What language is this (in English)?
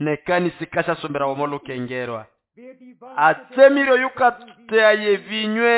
Nande